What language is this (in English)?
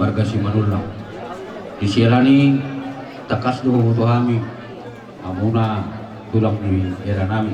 Batak Toba